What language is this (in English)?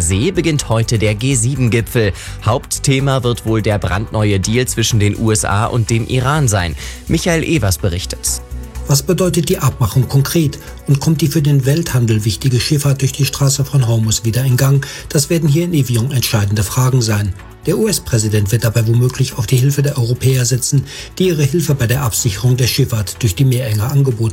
German